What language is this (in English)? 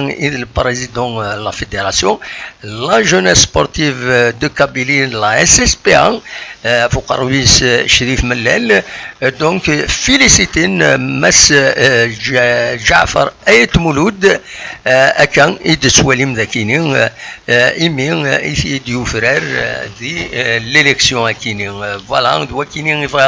Kabyle